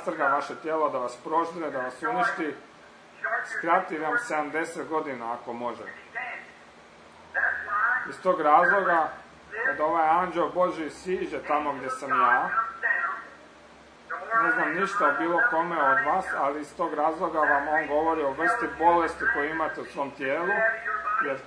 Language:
Croatian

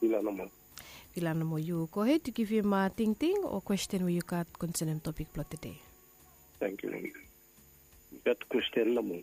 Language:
Bislama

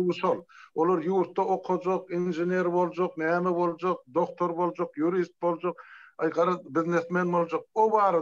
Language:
Turkmen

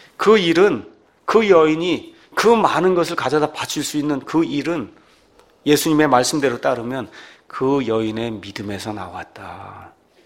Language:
Korean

